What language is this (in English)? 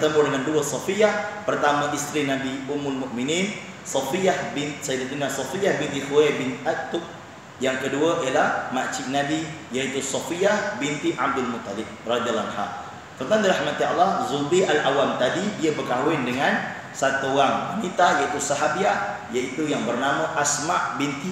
Malay